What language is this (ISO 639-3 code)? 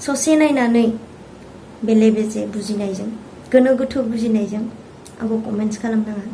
brx